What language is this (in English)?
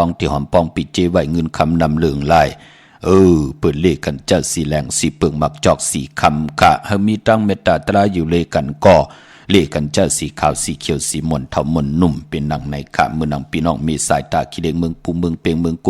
Shan